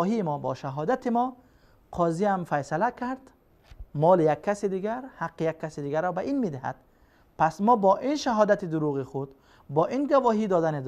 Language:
Persian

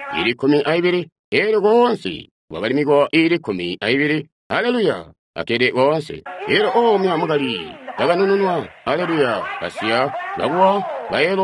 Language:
Tonga (Zambia)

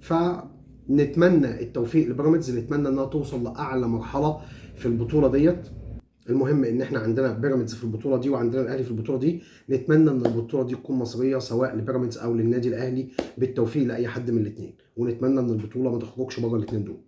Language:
Egyptian Arabic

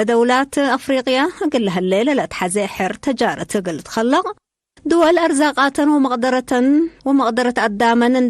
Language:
Tigre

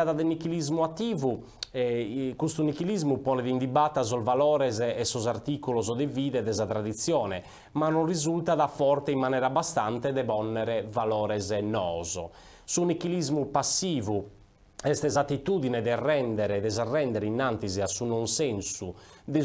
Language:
Sardinian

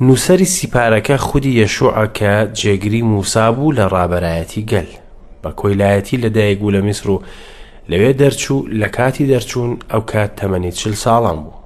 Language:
Central Kurdish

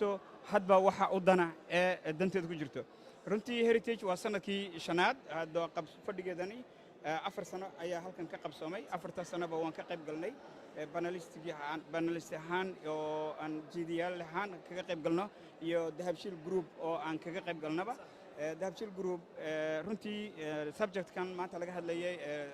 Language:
Somali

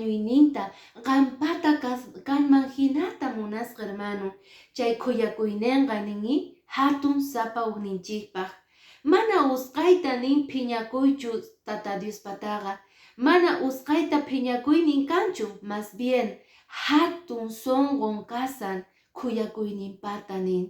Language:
Quechua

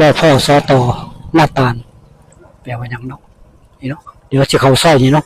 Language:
Northeastern Thai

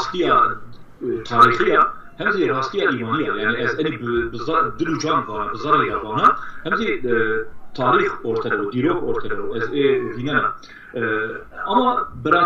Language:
Zaza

